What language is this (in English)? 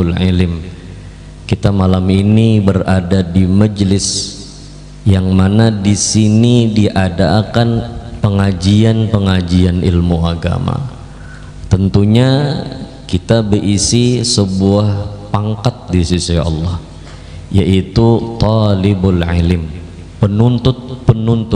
Banjar